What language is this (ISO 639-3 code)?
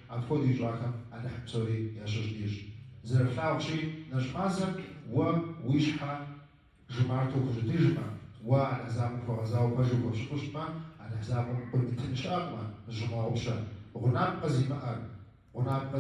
kbd